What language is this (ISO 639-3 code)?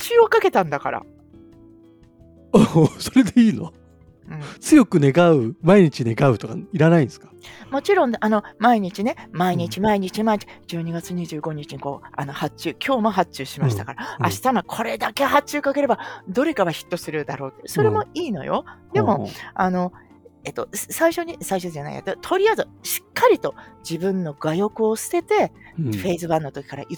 jpn